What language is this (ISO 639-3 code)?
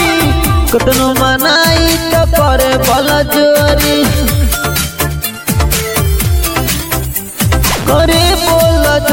bho